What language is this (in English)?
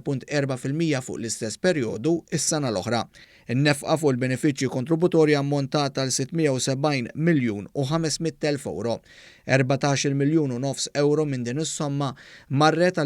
Maltese